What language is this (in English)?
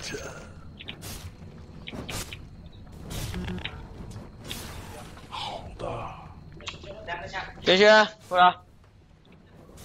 Chinese